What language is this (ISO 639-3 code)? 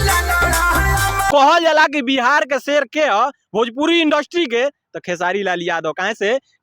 bho